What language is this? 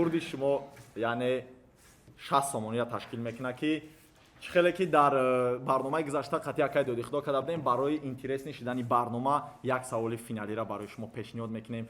Tajik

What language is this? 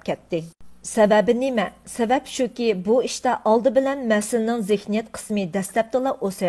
Uyghur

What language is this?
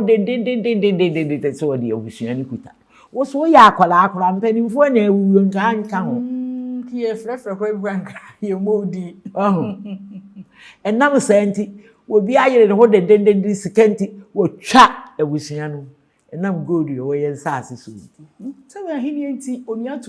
Akan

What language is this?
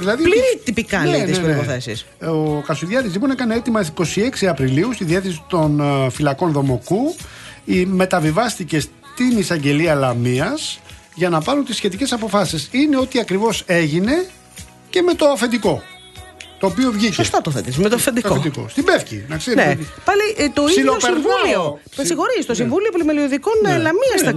Greek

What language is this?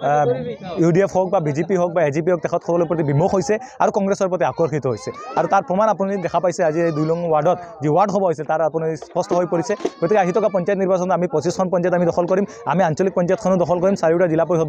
Assamese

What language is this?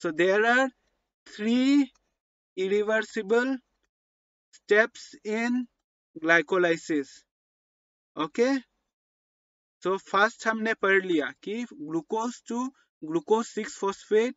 Hindi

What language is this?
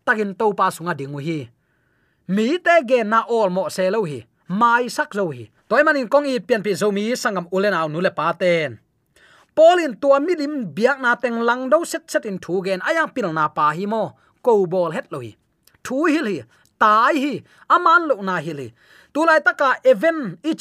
Tedim Chin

